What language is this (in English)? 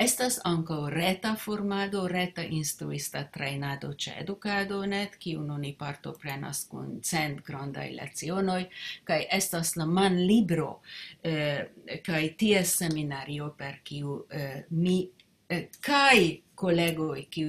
Esperanto